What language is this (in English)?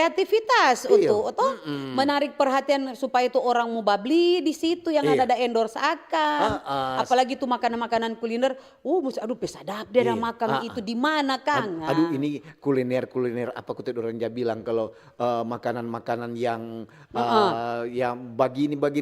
Manado Malay